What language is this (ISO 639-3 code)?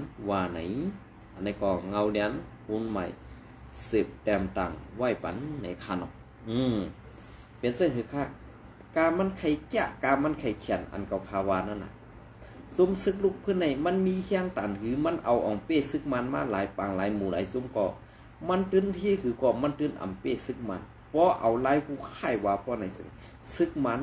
shn